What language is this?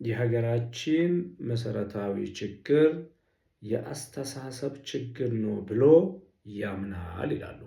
Amharic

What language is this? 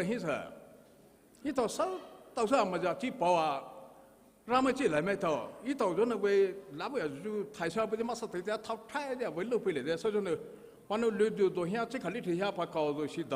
Poumei Naga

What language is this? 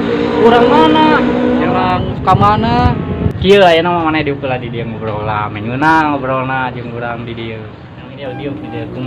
Sundanese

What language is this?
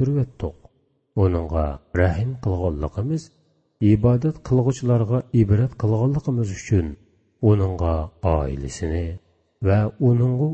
Uyghur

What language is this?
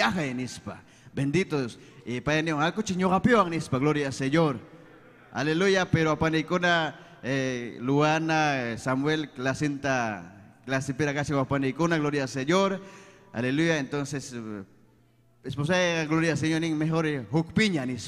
Ayacucho Quechua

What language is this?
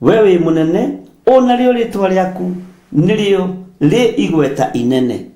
Kikuyu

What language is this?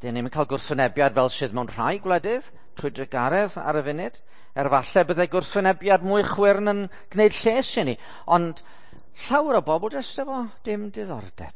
Welsh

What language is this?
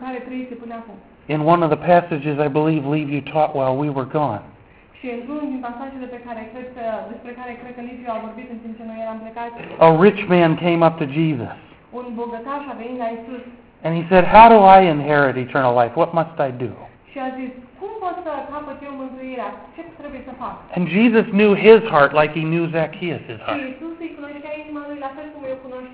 Romanian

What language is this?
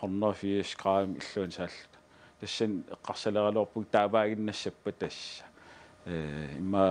Kalaallisut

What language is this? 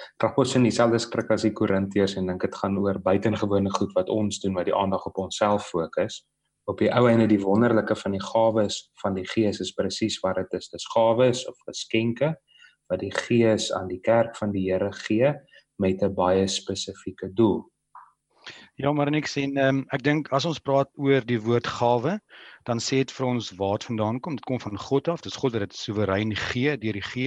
Afrikaans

